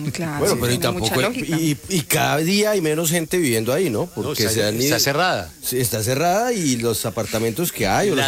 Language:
Spanish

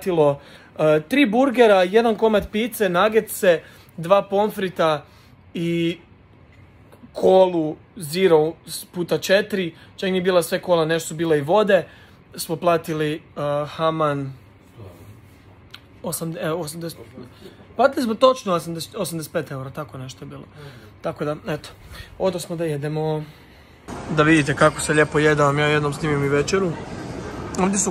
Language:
Croatian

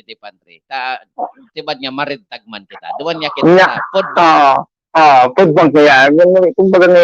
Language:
Bikol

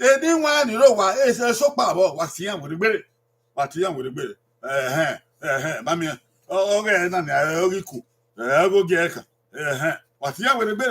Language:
Bini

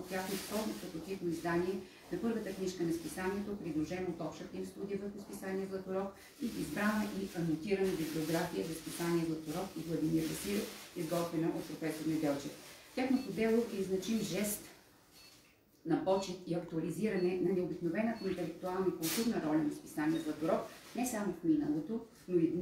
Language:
Bulgarian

